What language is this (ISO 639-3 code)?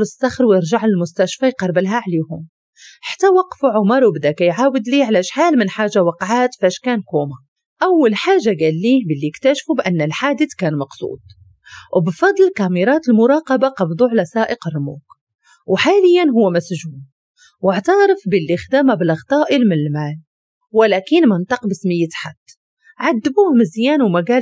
ary